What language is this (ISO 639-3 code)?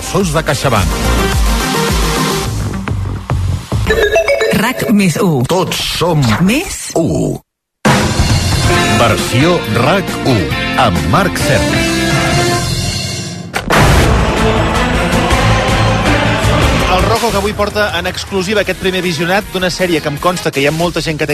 cat